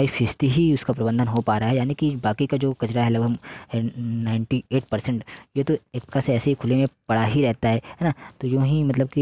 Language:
Hindi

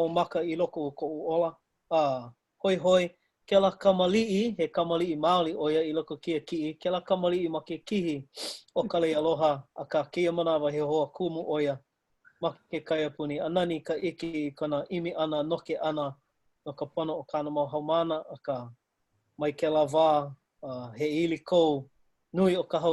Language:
Hawaiian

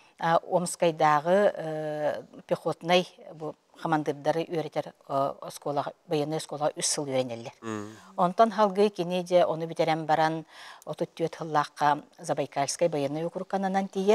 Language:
Yakut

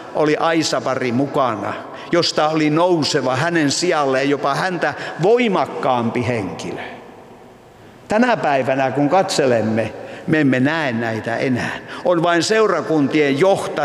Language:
Finnish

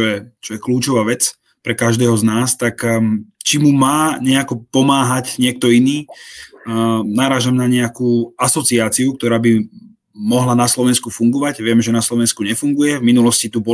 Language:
Slovak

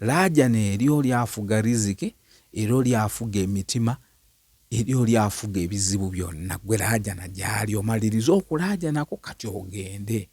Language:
Ganda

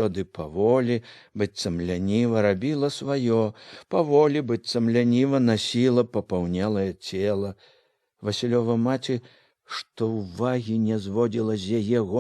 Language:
Belarusian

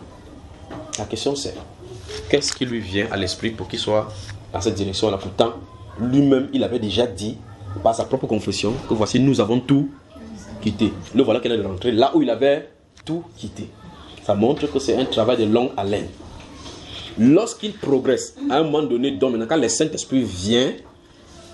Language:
French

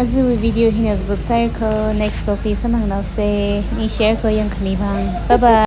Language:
Tangkhul Naga (India)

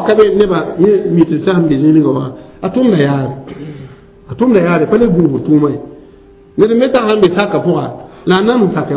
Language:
Mossi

